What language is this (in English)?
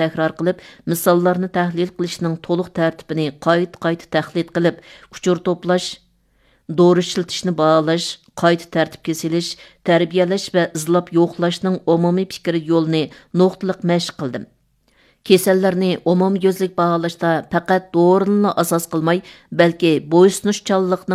Uyghur